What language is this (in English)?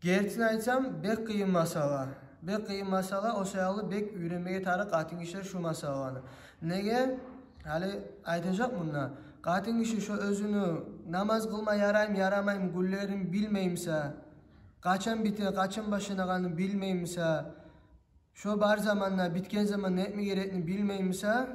Kumyk